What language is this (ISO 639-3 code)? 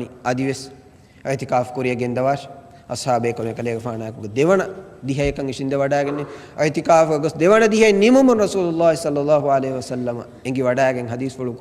div